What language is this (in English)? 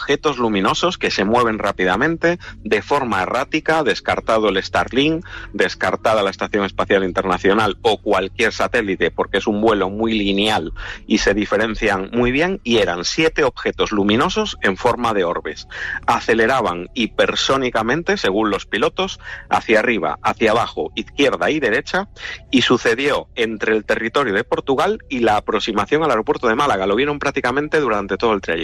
Spanish